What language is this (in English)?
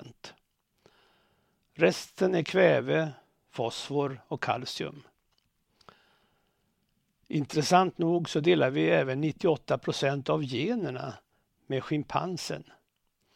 Swedish